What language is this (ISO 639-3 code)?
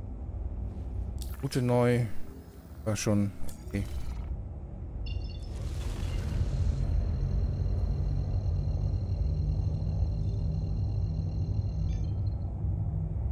deu